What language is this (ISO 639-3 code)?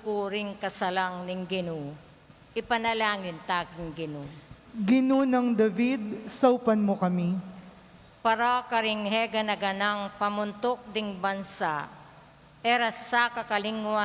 pam